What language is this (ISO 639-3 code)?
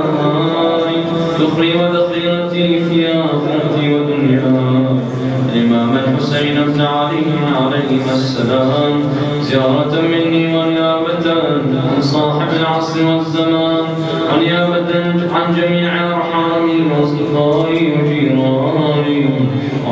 ara